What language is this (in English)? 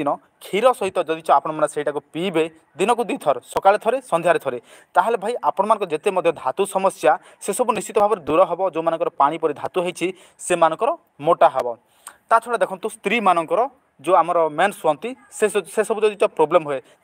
Odia